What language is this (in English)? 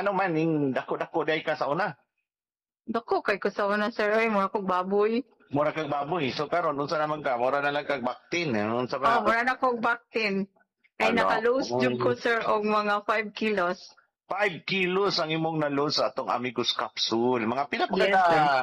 Cebuano